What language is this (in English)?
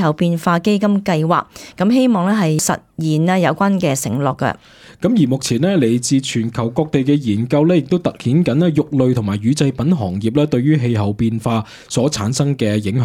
Cantonese